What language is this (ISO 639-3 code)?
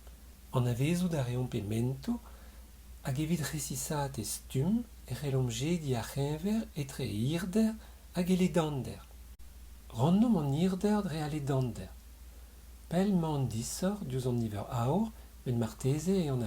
bre